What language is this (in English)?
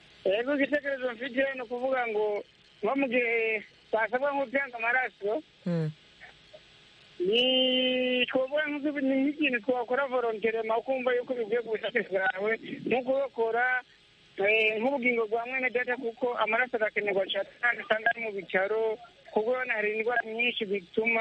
Kinyarwanda